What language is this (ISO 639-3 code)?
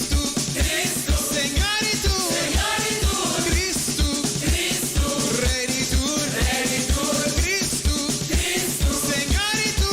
pap